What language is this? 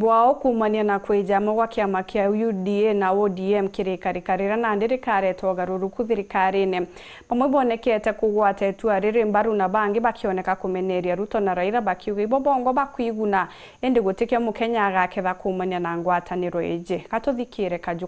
Meru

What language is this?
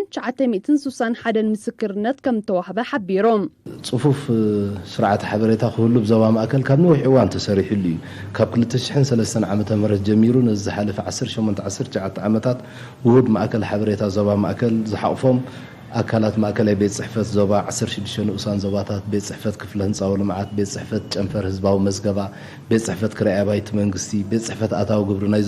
Tigrinya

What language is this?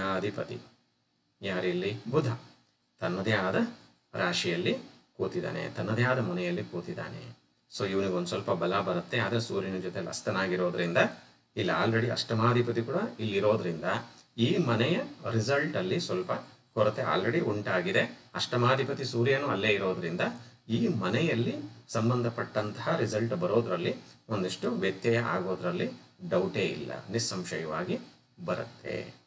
Kannada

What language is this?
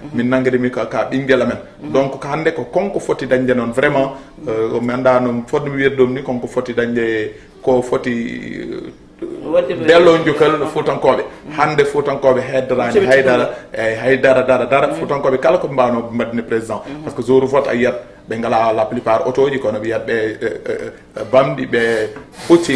Fula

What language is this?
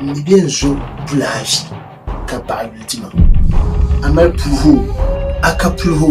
Dagbani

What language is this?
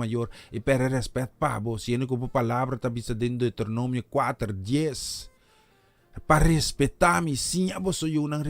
Papiamento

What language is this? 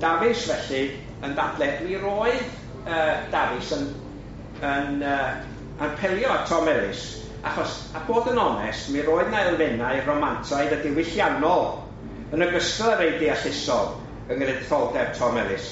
Welsh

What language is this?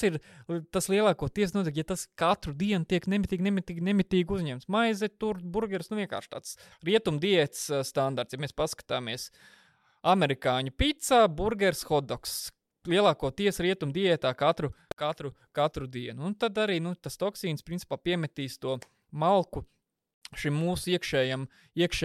Latvian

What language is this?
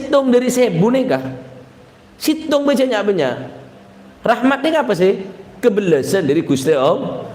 Madurese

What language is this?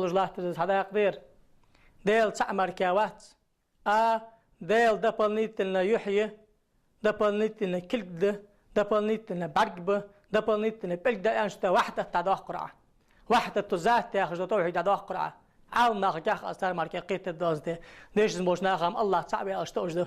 Ingush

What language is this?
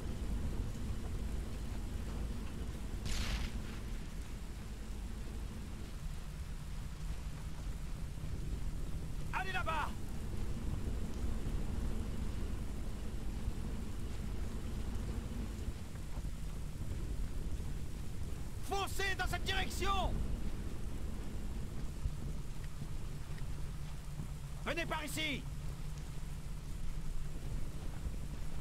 French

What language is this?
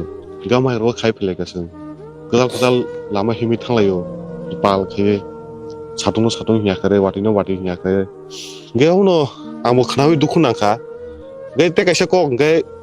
Kok Borok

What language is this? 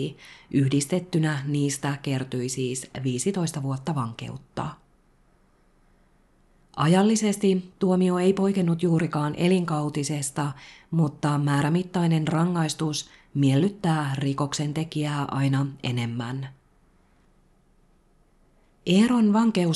Finnish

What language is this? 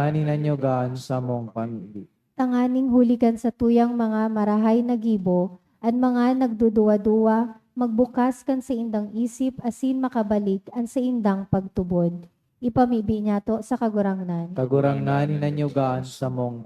Bikol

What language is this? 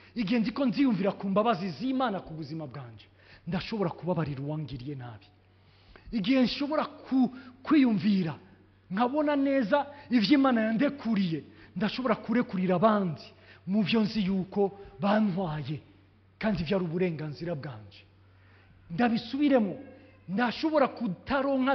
Rundi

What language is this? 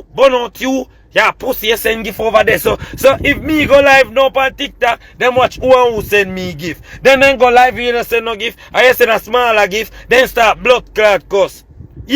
Jamaican Creole English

